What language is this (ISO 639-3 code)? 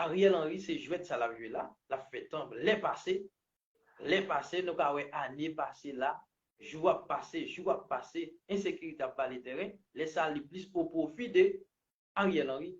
hat